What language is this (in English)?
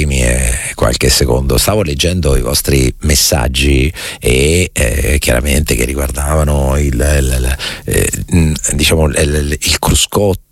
Italian